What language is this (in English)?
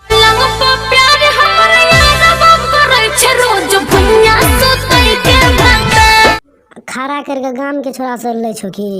Maithili